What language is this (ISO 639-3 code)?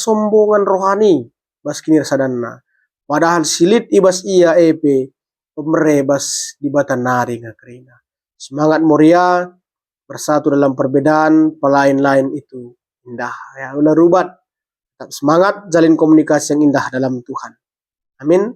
btx